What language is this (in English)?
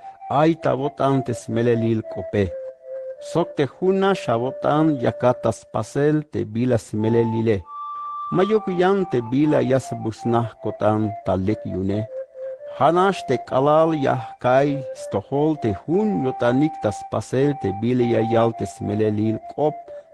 Tzeltal